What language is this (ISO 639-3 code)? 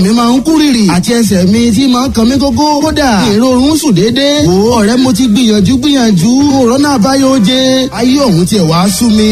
yor